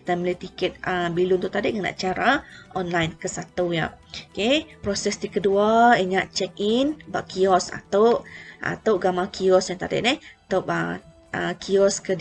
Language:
Iban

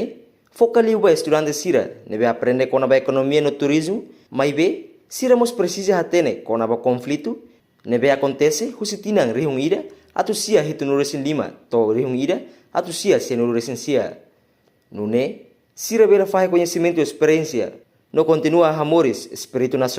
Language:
Tetum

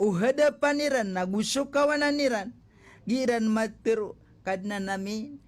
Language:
Maranao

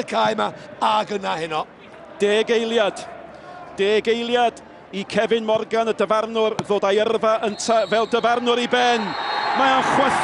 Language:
Welsh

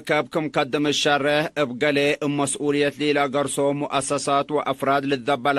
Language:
Tigre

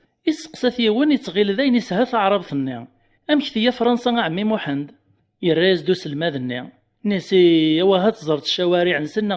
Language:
Kabyle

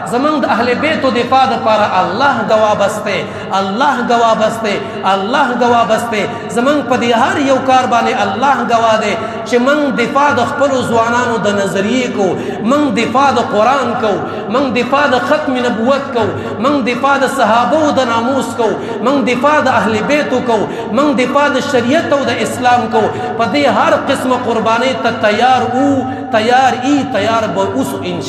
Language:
Pashto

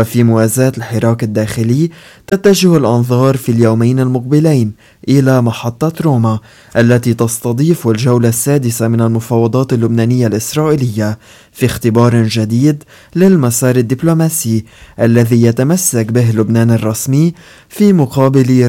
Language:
Arabic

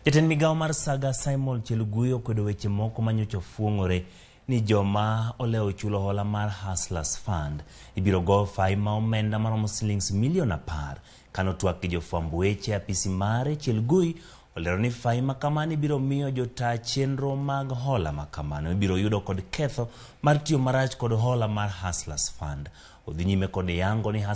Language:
Luo (Kenya and Tanzania)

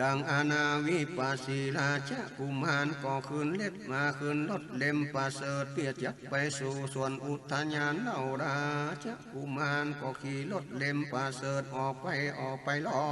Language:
Northern Thai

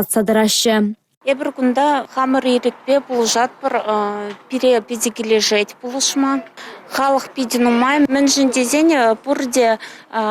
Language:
Chuvash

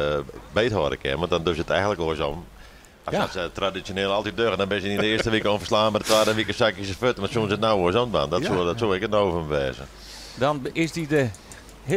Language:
Western Frisian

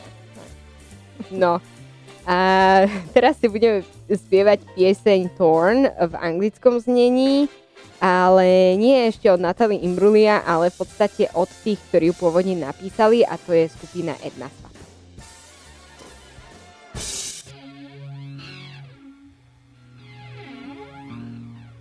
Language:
Slovak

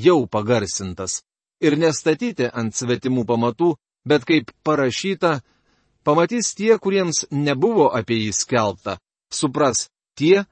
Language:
Lithuanian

